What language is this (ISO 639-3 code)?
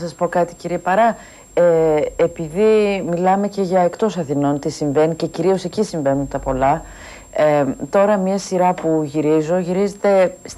ell